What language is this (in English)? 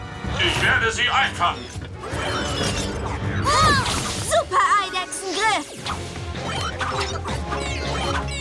German